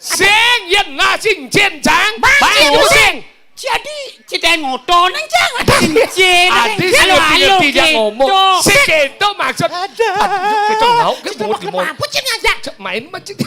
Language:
Balinese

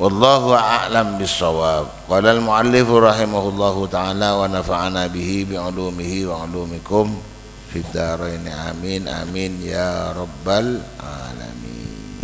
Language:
Madurese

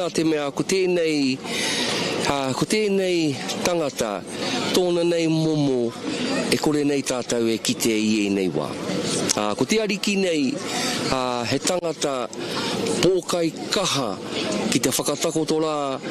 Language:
Māori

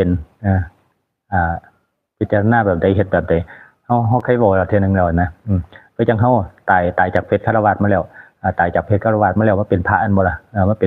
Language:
Northeastern Thai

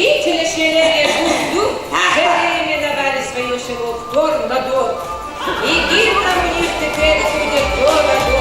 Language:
Ossetic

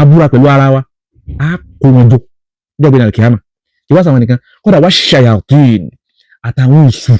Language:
Yoruba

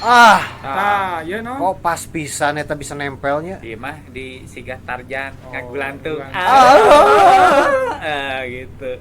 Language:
Sundanese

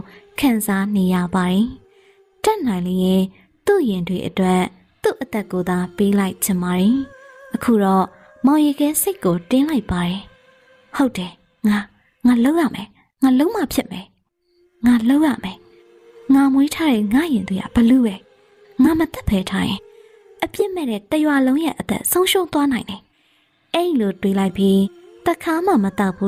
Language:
Burmese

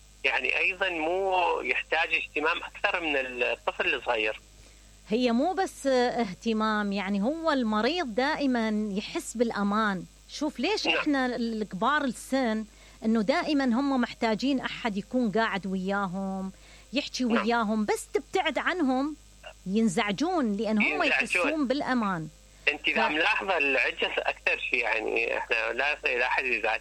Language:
Mesopotamian Arabic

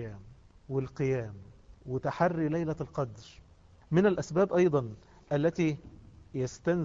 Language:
Arabic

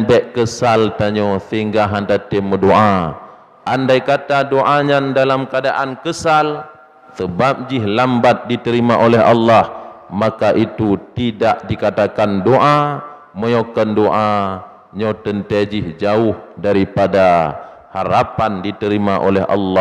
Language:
Achinese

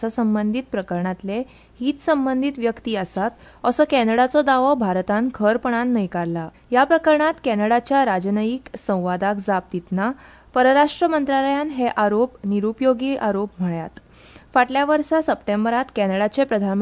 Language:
Konkani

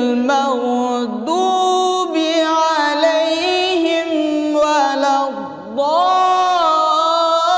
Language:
Bangla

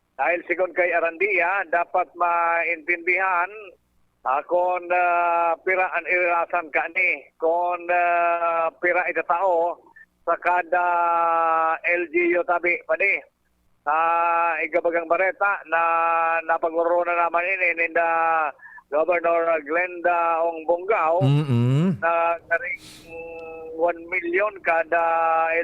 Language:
Bikol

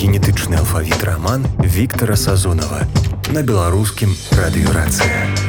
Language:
Belarusian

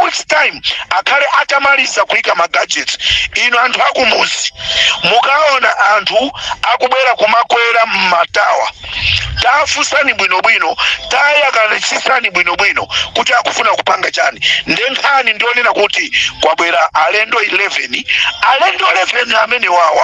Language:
Nyanja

